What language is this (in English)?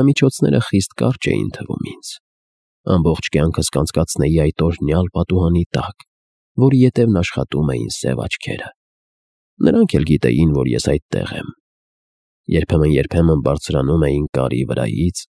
Armenian